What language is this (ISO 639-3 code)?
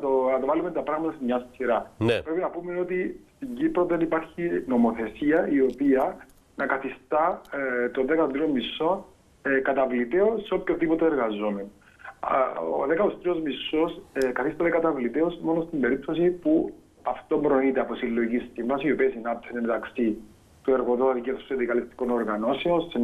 ell